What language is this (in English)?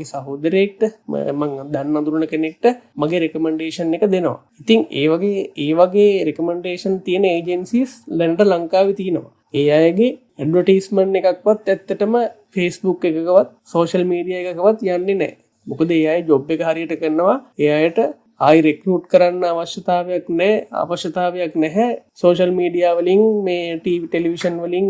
Sinhala